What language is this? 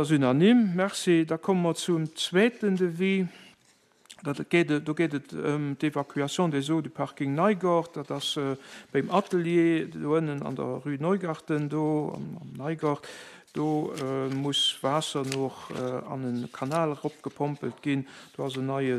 Luxembourgish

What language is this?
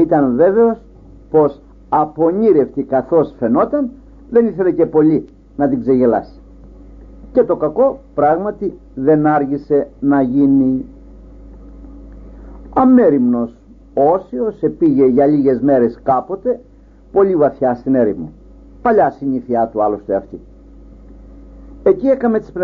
Greek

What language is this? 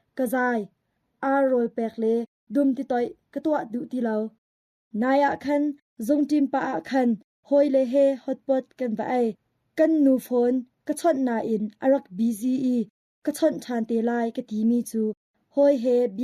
Hakha Chin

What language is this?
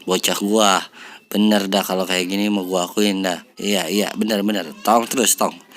Betawi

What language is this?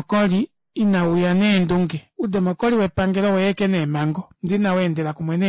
Kuanyama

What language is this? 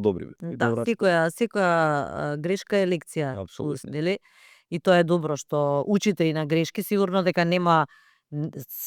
Macedonian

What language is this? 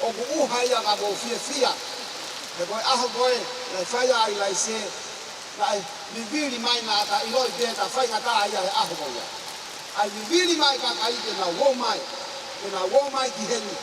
Tongan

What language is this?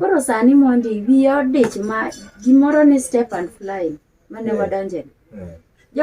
Luo (Kenya and Tanzania)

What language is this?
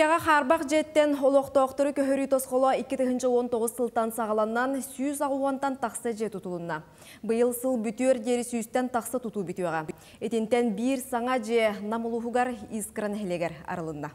Yakut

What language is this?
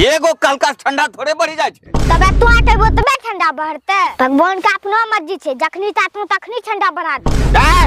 Angika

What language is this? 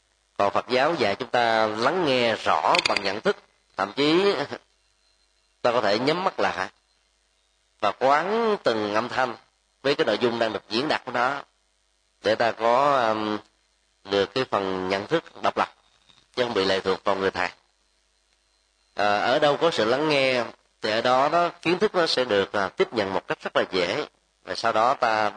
Vietnamese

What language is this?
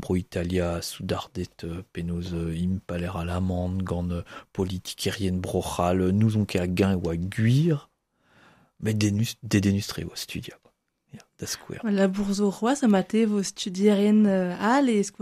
Breton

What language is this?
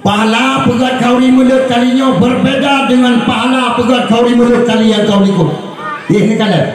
Achinese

